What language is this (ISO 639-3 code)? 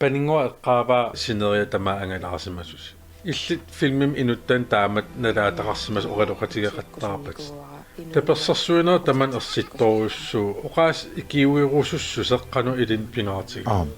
kal